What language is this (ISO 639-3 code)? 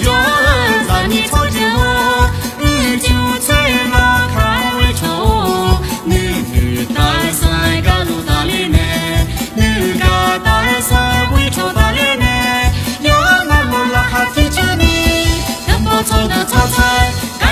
ahk